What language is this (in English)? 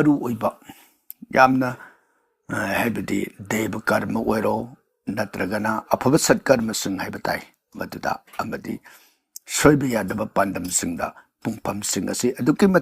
Manipuri